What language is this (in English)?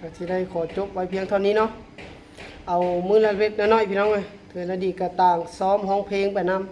Lao